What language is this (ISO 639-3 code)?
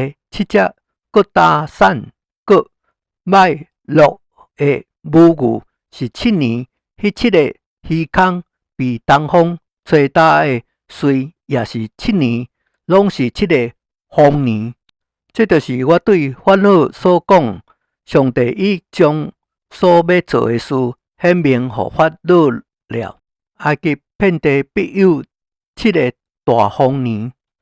nan